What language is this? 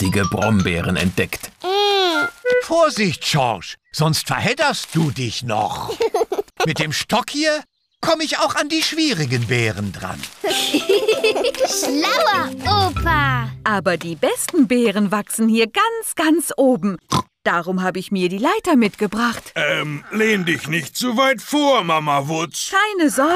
German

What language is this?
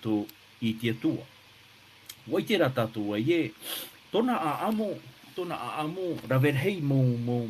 Tahitian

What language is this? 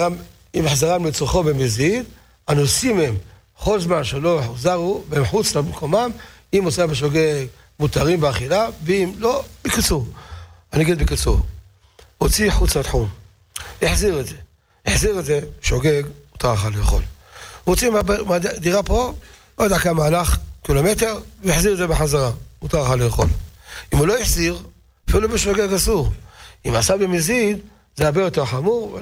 Hebrew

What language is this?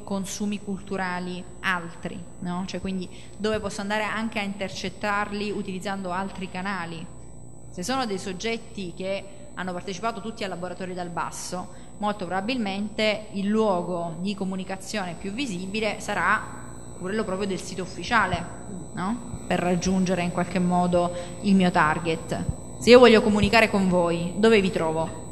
Italian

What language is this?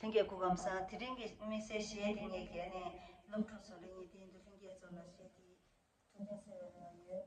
Tibetan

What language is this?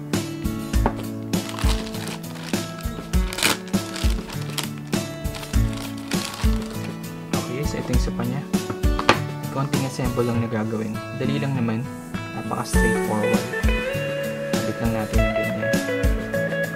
Filipino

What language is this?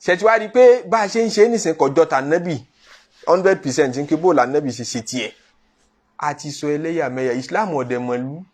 Yoruba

